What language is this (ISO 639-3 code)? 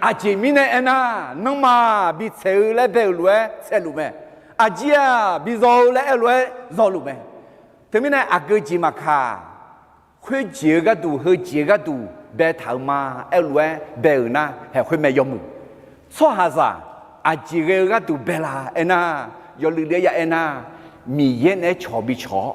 ahk